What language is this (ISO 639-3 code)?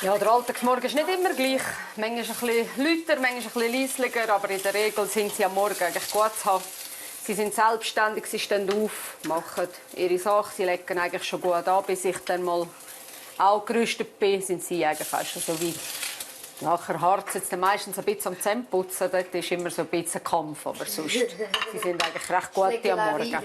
gsw